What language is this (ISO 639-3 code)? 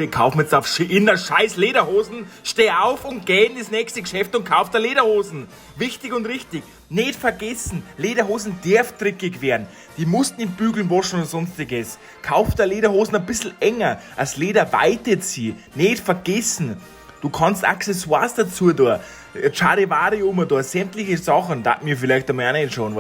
bar